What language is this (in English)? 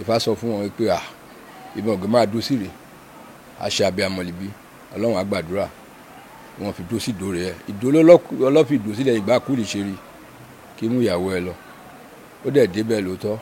Yoruba